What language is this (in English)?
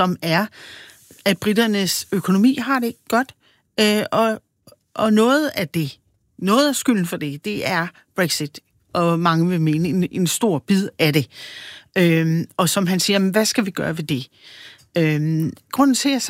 Danish